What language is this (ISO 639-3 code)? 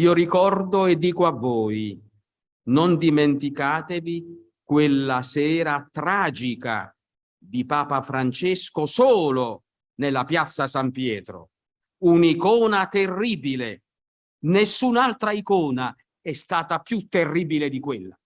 ita